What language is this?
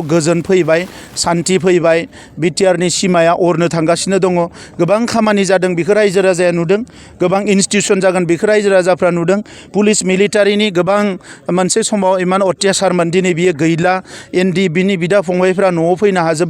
Bodo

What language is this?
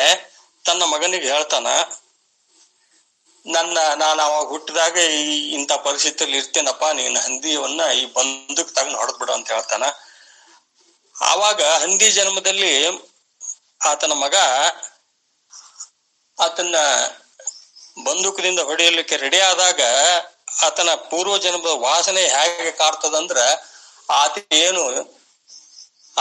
Kannada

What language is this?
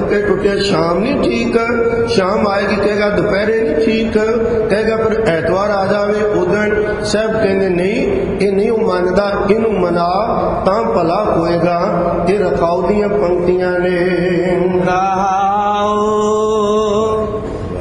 Punjabi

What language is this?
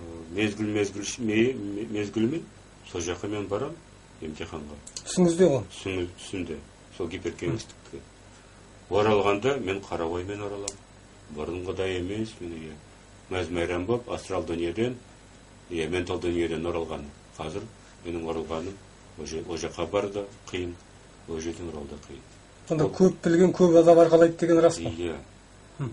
Kazakh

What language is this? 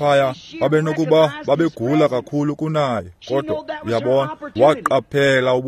Xhosa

